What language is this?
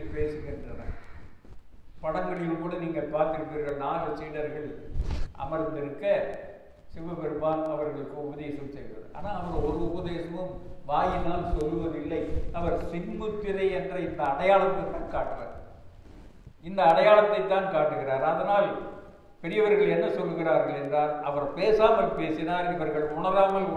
Tamil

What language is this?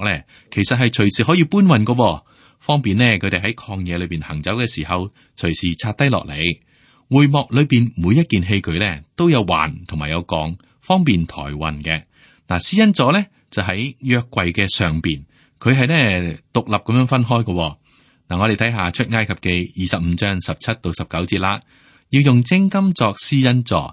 Cantonese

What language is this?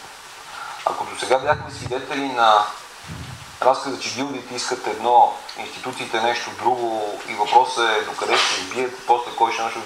Bulgarian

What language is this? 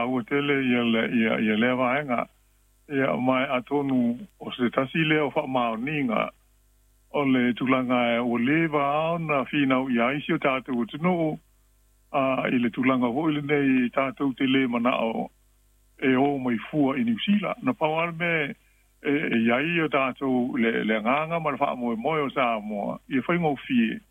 Samoan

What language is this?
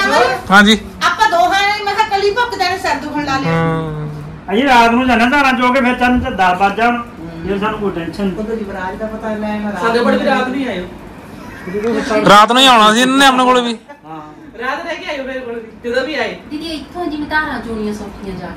Punjabi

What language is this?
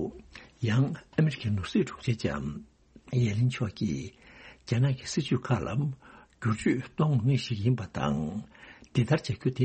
Tibetan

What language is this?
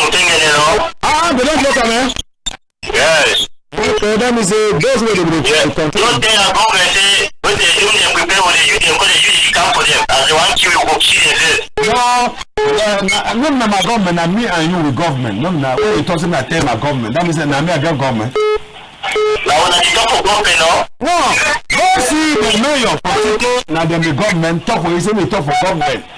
Cameroon Pidgin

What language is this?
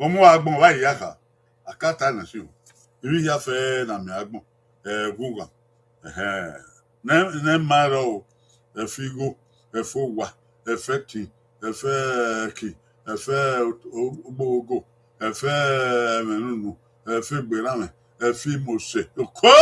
Bini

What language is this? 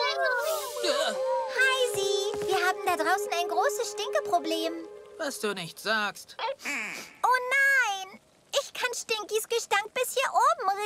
German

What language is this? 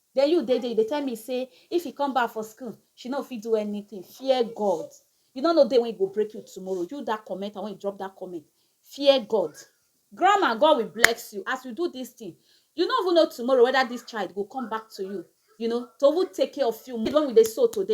Nigerian Pidgin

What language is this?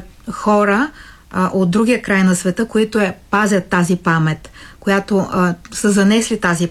Bulgarian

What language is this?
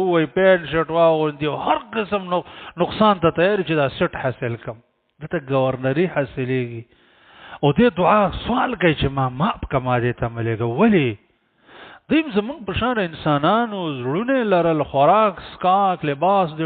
Pashto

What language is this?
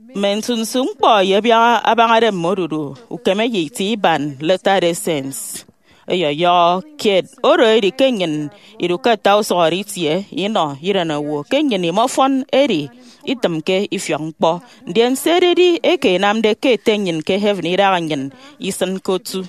Efik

